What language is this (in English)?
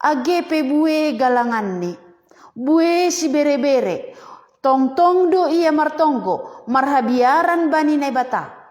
Batak Simalungun